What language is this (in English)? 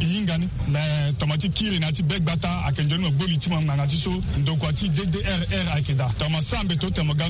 Sango